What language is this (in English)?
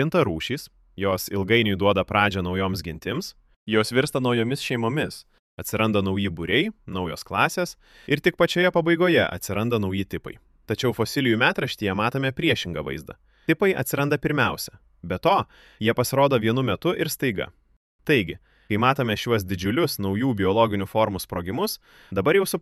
Lithuanian